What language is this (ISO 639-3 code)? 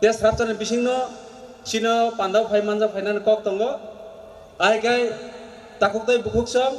trp